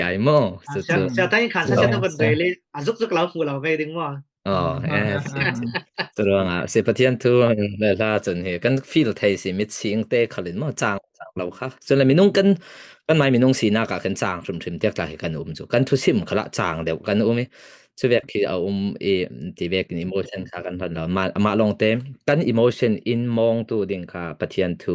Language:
Falam Chin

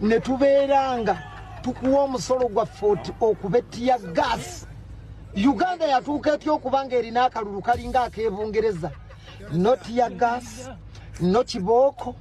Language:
Ganda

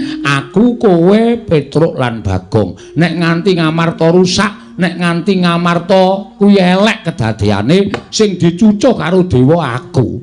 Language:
Javanese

